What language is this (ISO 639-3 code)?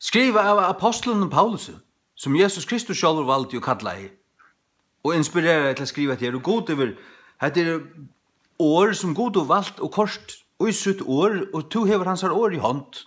fao